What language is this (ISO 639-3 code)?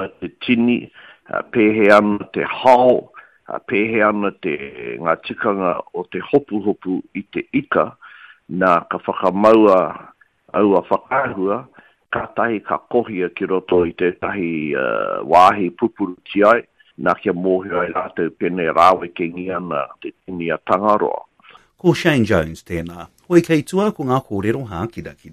mri